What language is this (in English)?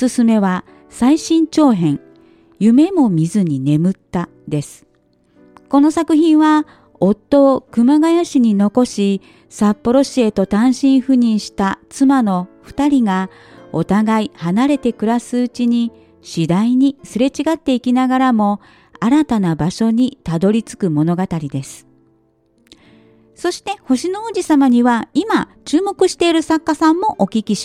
Japanese